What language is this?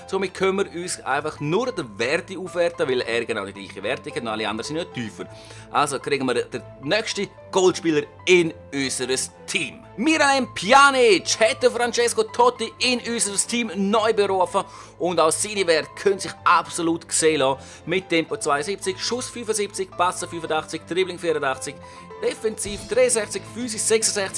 Swiss German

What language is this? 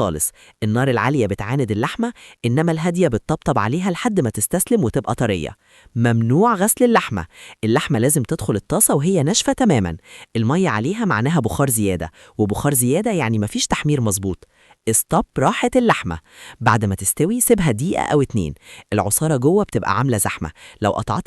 Egyptian Arabic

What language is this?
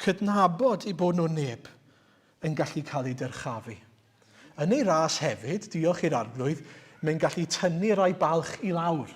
Welsh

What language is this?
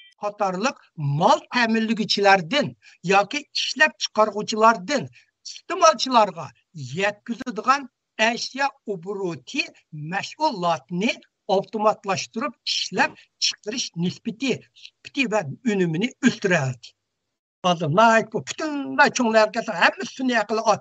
Uyghur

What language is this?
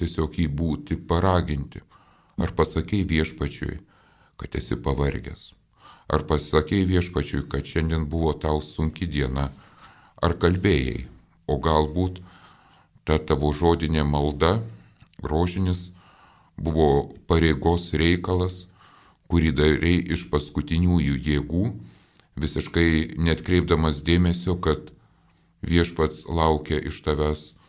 Lithuanian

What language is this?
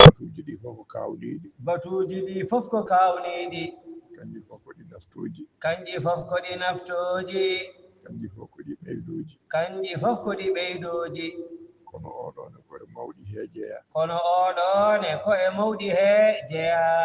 Fula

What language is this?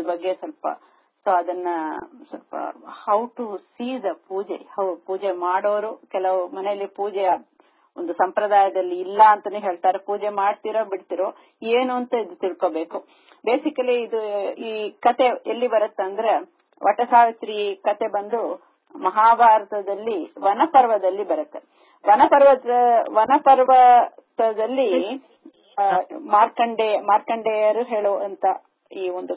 Kannada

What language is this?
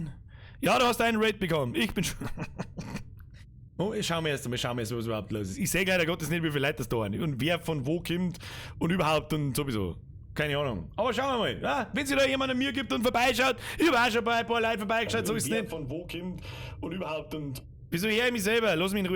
Bavarian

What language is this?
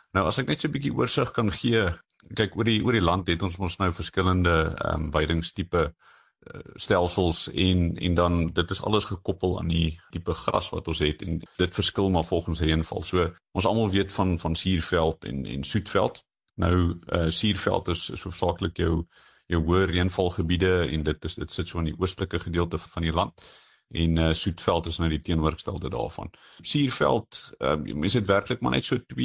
Afrikaans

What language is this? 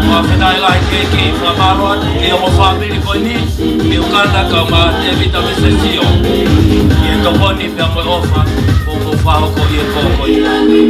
Tongan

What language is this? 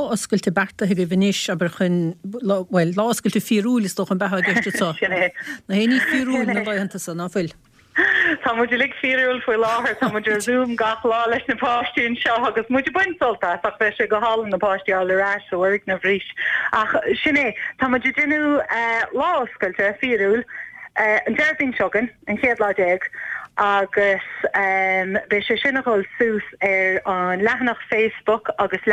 Irish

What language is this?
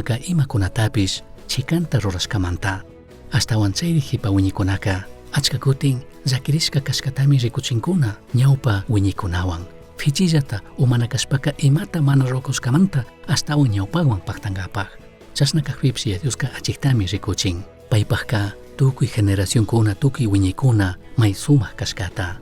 Chimborazo Highland Quichua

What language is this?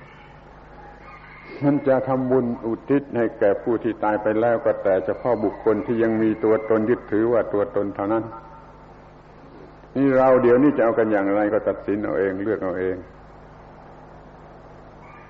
Thai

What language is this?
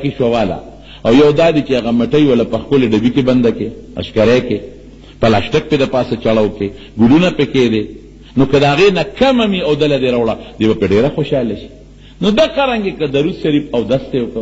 Pashto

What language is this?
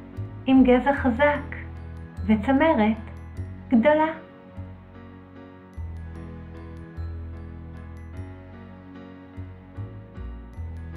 Hebrew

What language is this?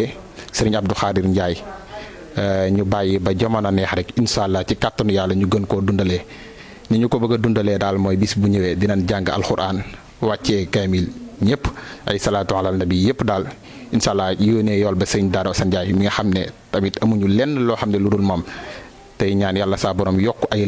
Wolof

